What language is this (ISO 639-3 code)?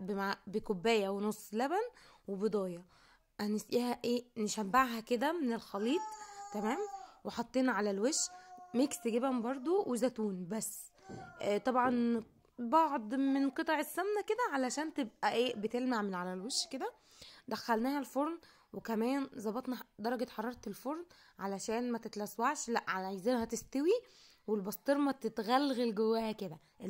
arz